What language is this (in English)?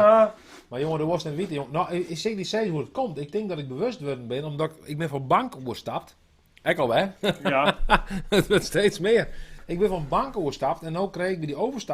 Western Frisian